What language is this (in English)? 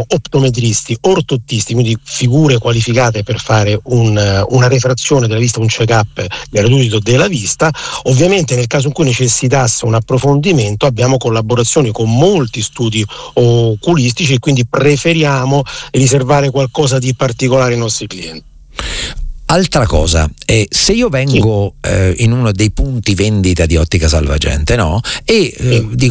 Italian